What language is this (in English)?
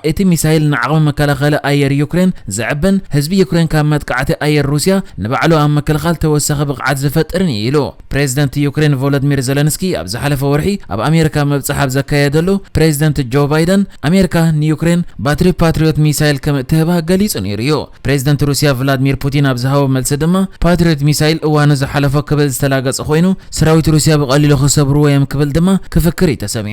Tigrinya